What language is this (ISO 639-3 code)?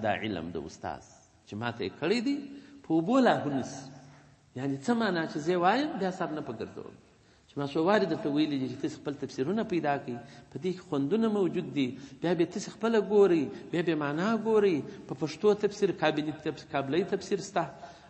pus